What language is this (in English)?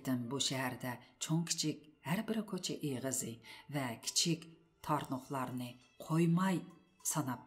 Uyghur